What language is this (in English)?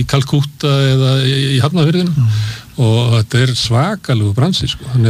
Icelandic